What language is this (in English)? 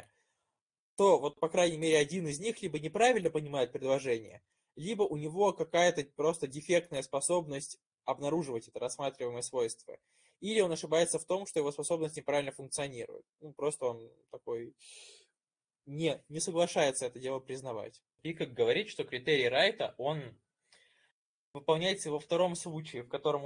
Russian